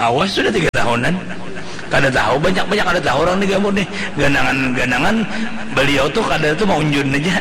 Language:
Banjar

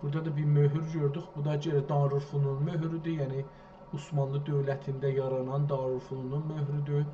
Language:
South Azerbaijani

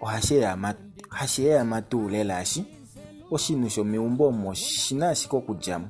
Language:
Kuanyama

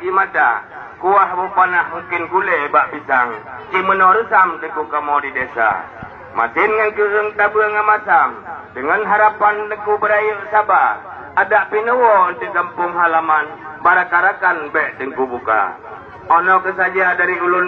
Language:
Achinese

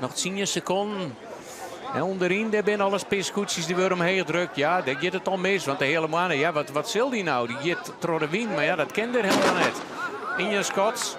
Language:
Western Frisian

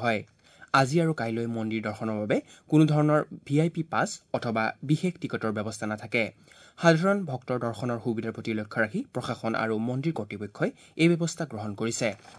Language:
Assamese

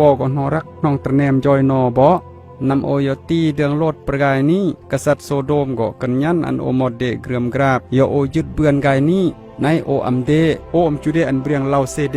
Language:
Khmu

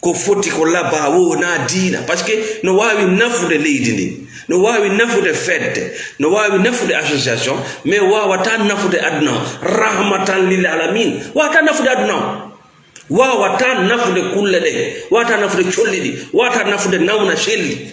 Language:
Fula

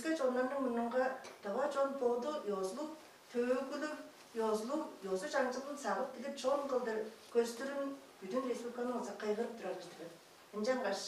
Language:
Tuvinian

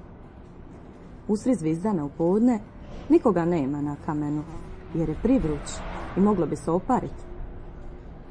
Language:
Croatian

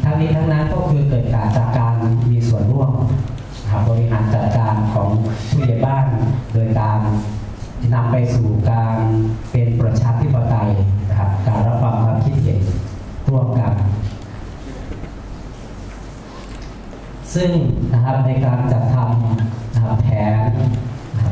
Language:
Thai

